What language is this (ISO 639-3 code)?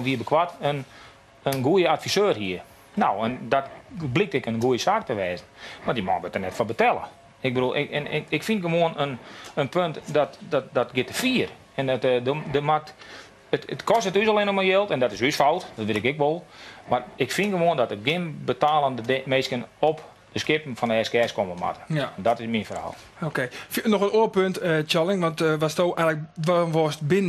fry